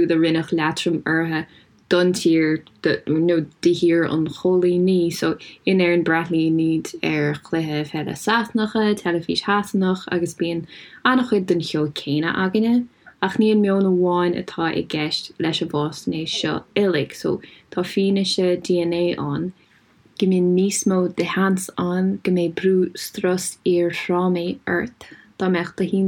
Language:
Irish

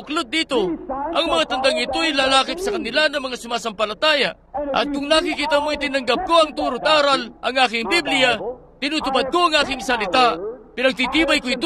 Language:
Filipino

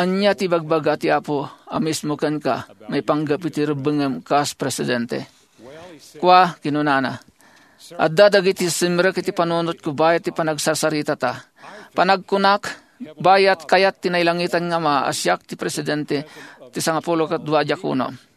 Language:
Iloko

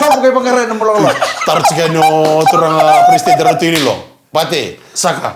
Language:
Fijian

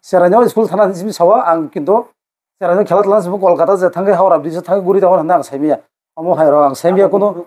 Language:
Kok Borok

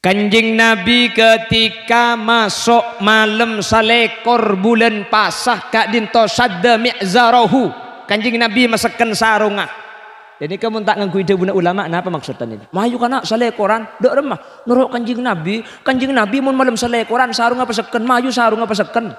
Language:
Madurese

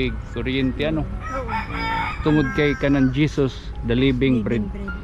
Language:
Waray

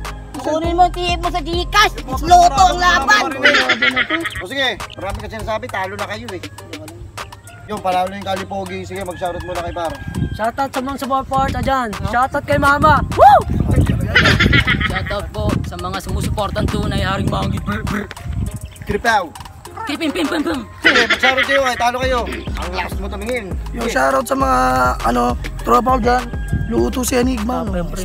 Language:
Filipino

